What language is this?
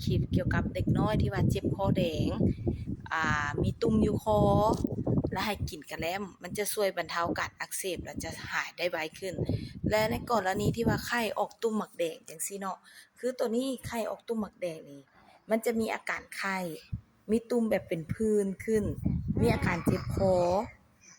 Lao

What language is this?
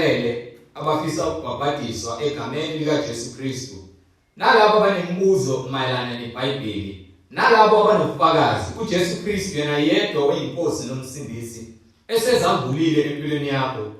Zulu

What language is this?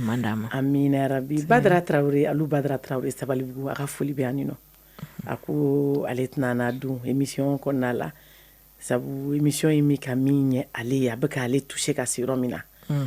Bambara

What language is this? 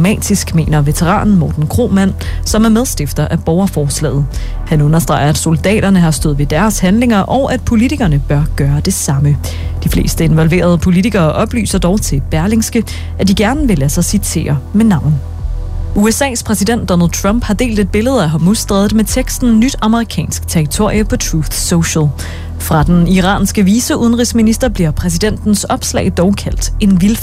Danish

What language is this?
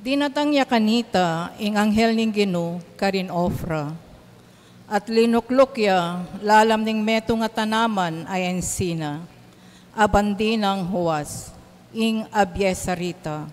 Pampanga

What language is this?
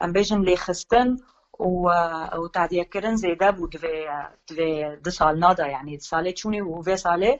Kurdish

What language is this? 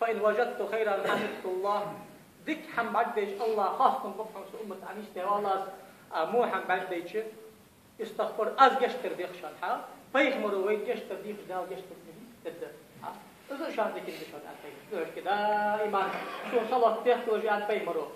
Ingush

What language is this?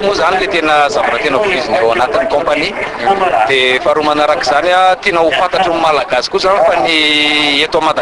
Malagasy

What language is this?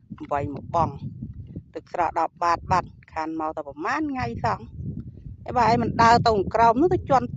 Khmer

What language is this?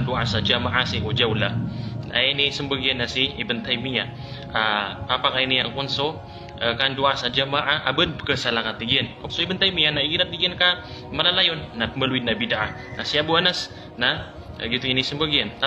Maranao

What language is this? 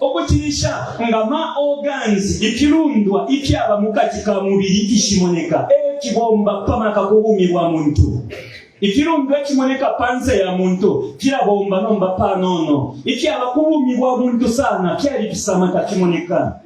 Bemba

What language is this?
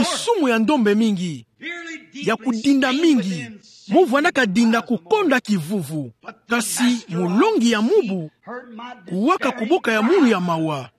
Kituba (Democratic Republic of Congo)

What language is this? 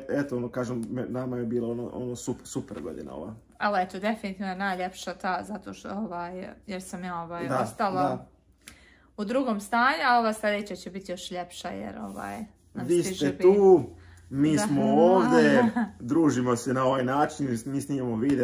Croatian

